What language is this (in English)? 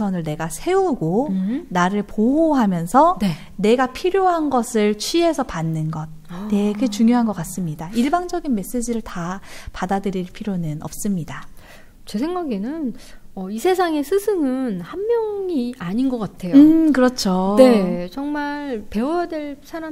Korean